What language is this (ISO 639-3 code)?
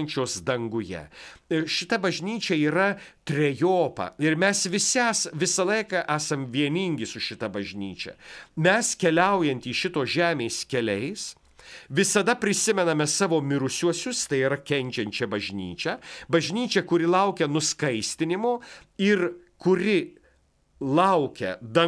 lit